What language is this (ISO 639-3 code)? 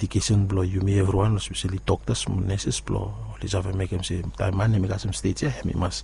bis